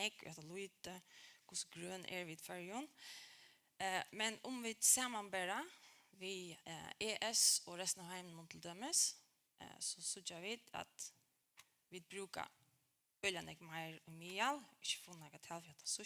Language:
Faroese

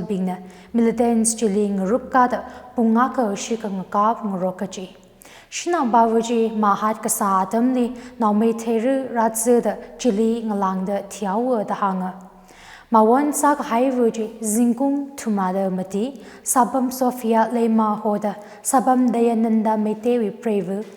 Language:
Tangkhul Naga (India)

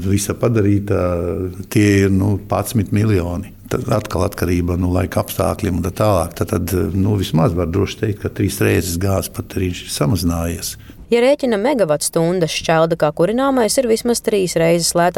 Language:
Latvian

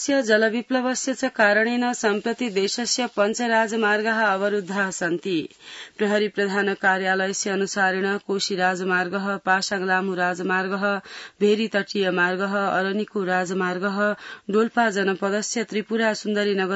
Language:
Sanskrit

